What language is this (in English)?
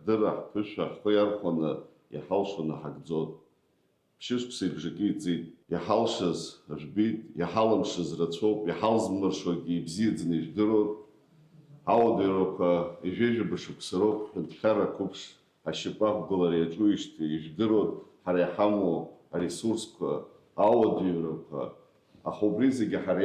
Abkhazian